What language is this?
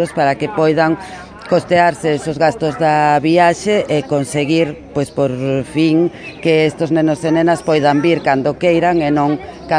Galician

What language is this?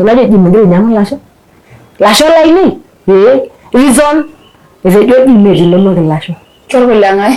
Masai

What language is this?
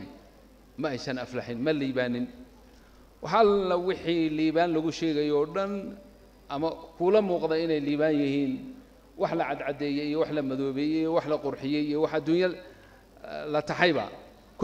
Somali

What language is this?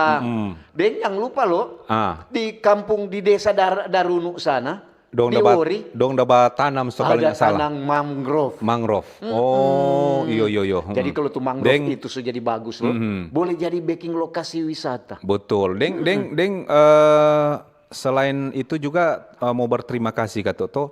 Manado Malay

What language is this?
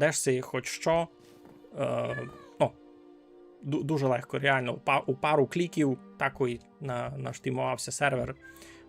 Rusyn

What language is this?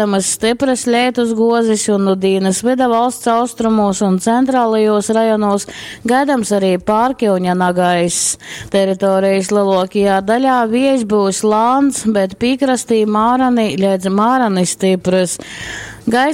Latgalian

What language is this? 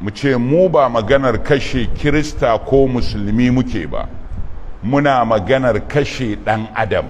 Hausa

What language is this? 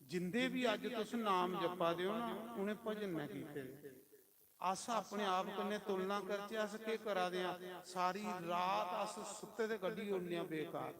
Dogri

